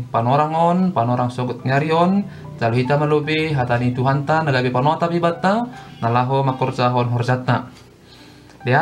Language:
Batak Simalungun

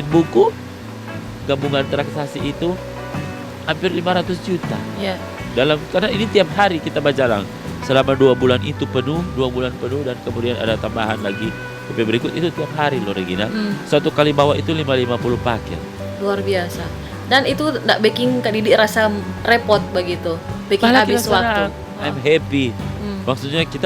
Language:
Manado Malay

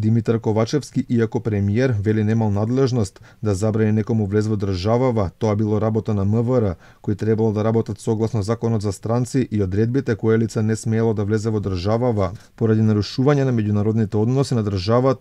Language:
Macedonian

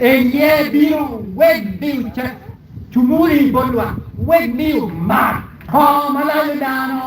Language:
Acoli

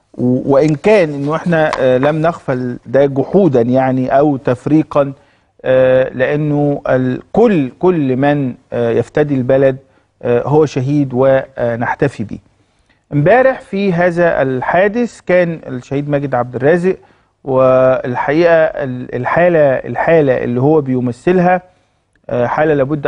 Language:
Egyptian Arabic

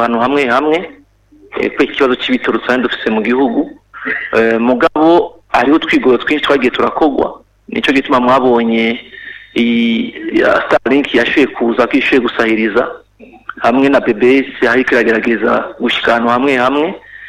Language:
Rundi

